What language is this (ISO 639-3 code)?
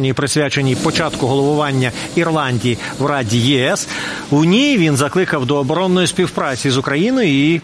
ukr